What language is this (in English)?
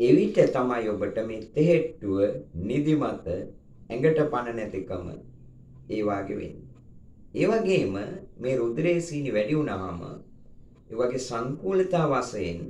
Sinhala